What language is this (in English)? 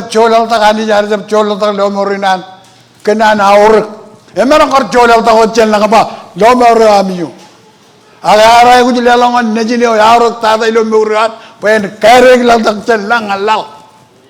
Marshallese